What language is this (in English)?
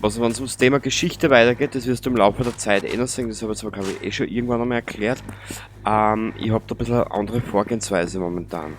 Bavarian